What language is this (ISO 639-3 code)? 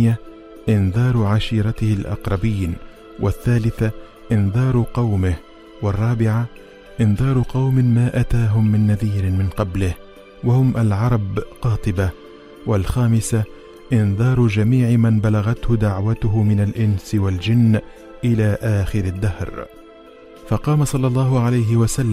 aeb